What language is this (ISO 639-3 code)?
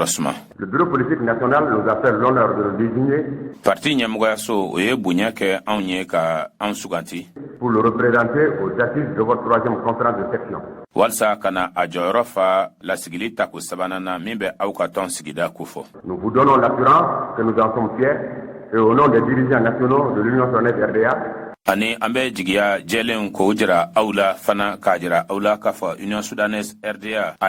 bam